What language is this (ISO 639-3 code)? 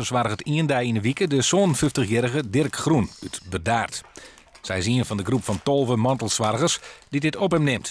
fry